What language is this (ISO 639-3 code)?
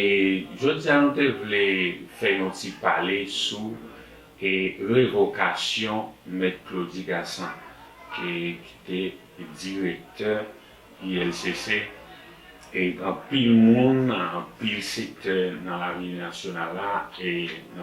hat